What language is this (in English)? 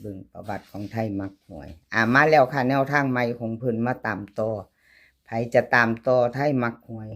Northeastern Thai